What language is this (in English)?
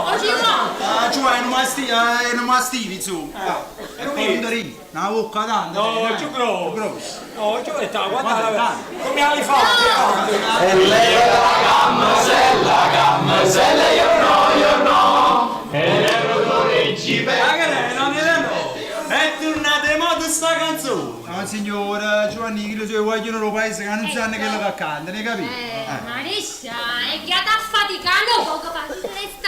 Neapolitan